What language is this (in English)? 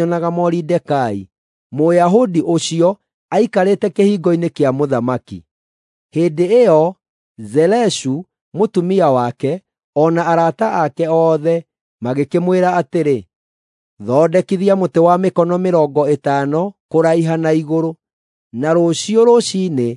Kikuyu